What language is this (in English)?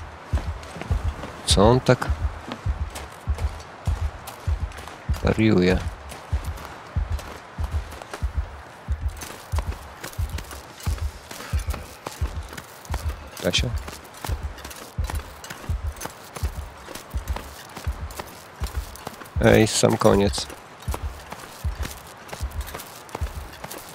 Polish